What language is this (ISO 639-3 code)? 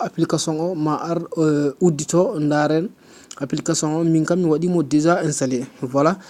ful